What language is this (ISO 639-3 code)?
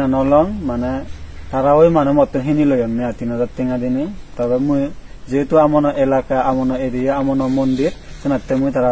ccp